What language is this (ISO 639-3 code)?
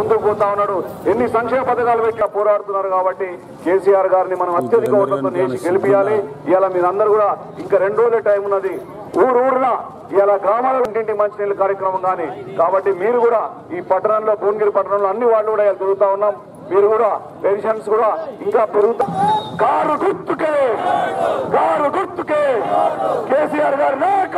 tel